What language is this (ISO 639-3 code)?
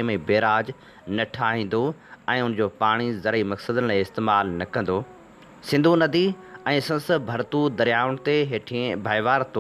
snd